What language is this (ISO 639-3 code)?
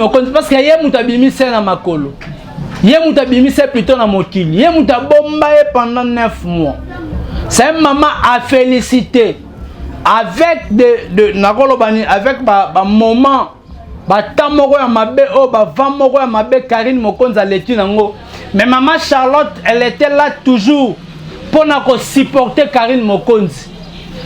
lin